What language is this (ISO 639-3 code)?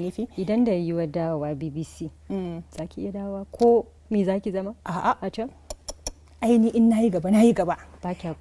hau